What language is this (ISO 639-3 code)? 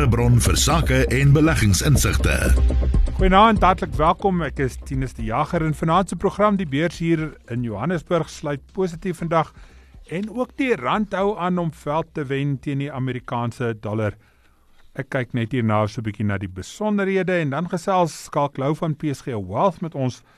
afr